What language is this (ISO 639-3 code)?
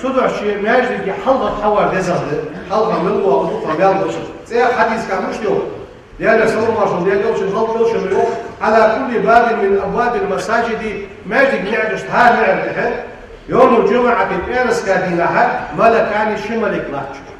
inh